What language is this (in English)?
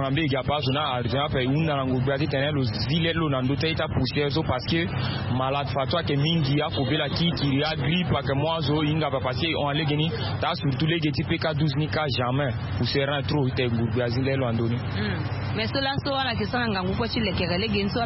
Sango